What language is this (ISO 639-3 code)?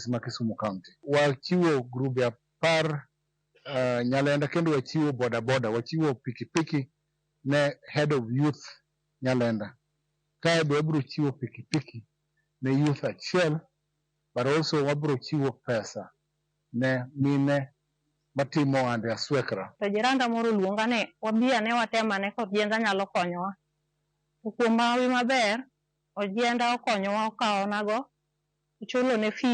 luo